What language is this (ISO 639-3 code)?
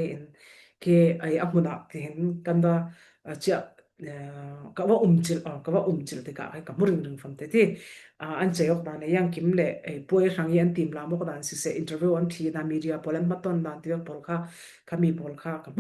cfm